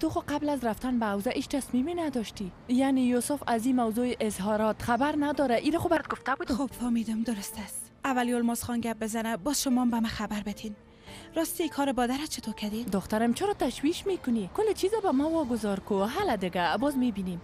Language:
Persian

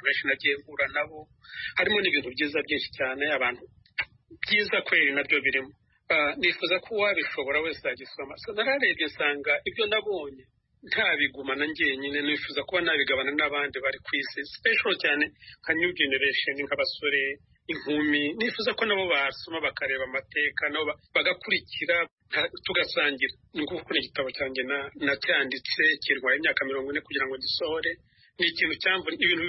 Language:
Kinyarwanda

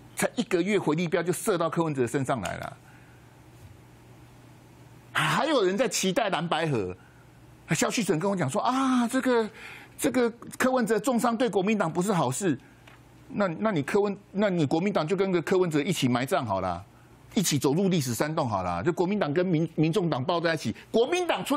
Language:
Chinese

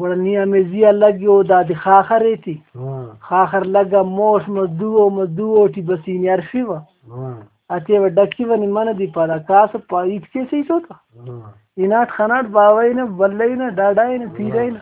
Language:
Brahui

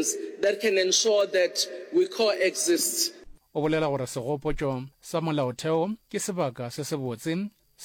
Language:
Northern Sotho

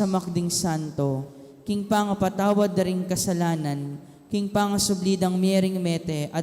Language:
Pampanga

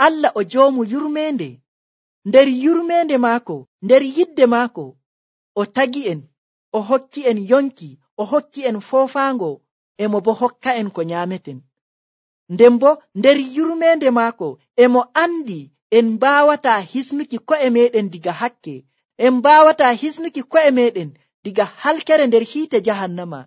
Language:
Nigerian Fulfulde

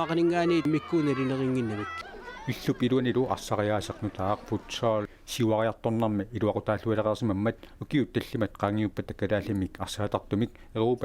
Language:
Kalaallisut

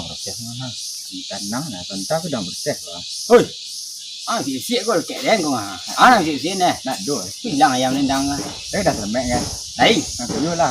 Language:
Minangkabau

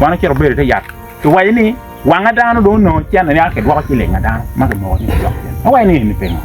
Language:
Acoli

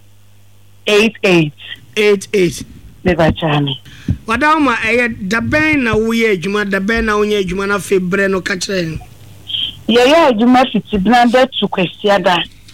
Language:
Akan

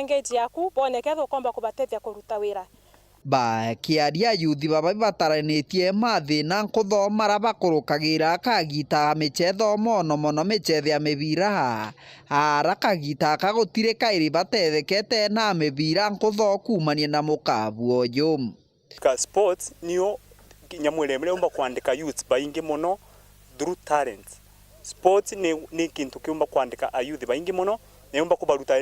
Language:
Meru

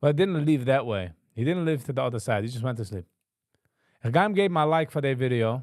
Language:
Yiddish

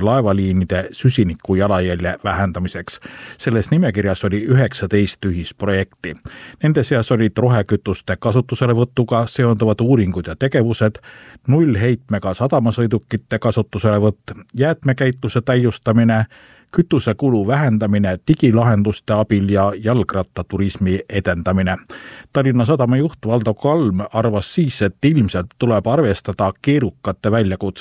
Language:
Estonian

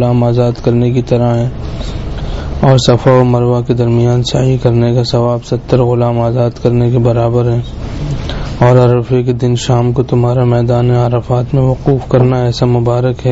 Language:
Urdu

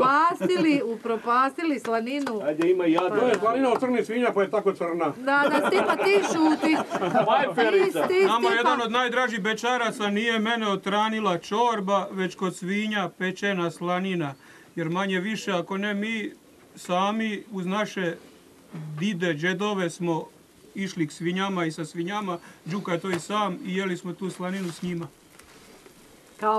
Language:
Croatian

